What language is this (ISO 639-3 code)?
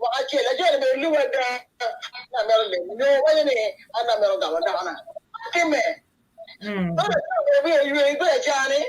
ach